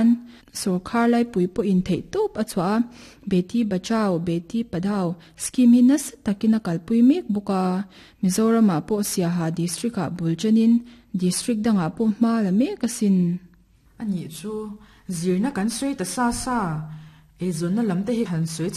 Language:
Mizo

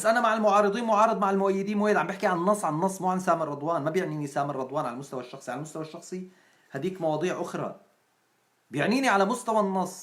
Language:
North Levantine Arabic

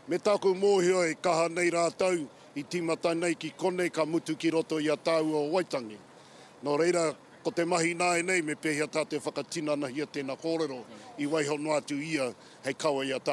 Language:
Māori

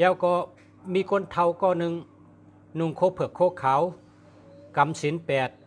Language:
Shan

